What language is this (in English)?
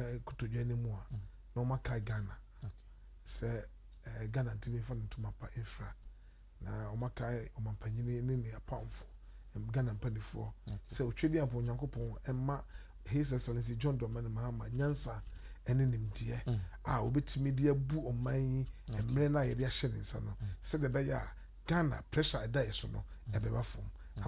Akan